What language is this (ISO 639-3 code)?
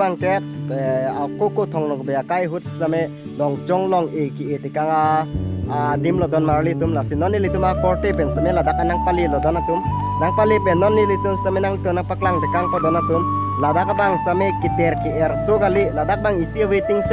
mjw